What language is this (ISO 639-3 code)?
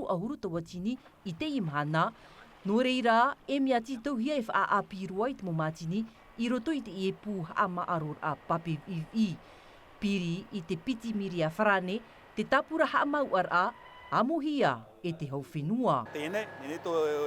tah